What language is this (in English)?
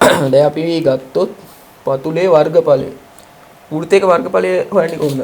Sinhala